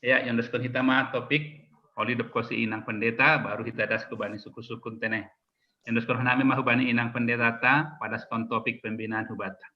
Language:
Batak Simalungun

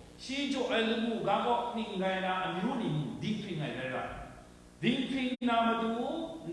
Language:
Kachin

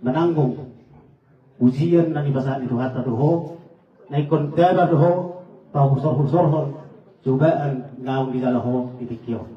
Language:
Batak Toba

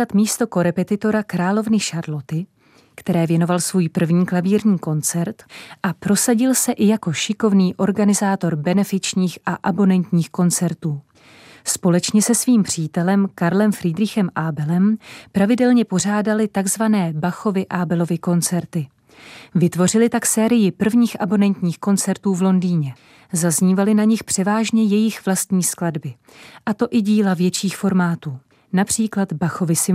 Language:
Czech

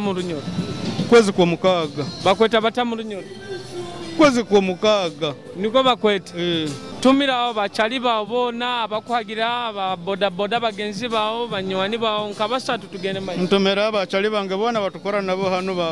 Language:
Nyoro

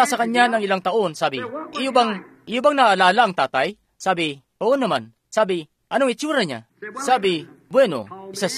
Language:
Filipino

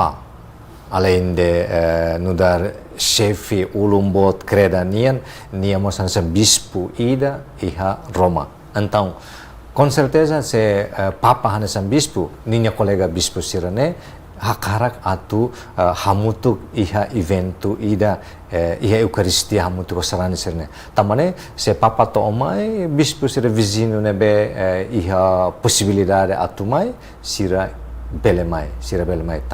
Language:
Tetum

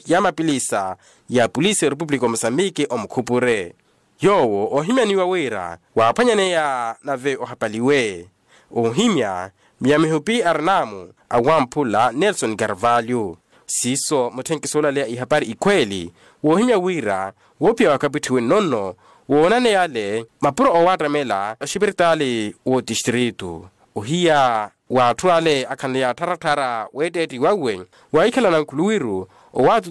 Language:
Makhuwa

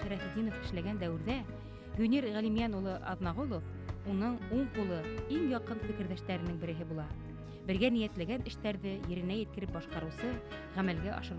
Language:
Bashkir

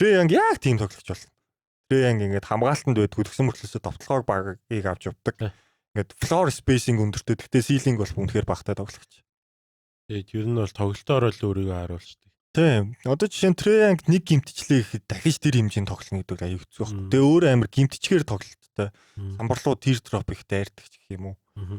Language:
Mongolian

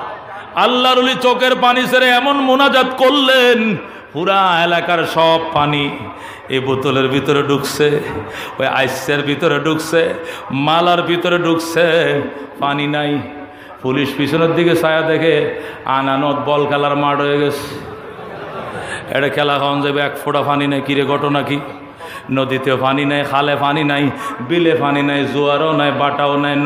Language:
Bangla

